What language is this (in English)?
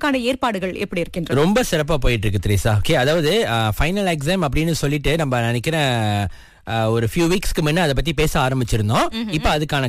Tamil